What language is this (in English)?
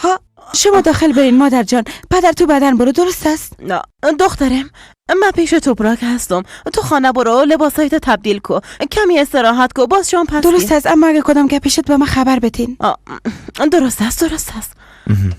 Persian